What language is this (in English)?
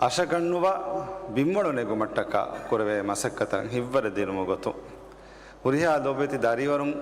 Divehi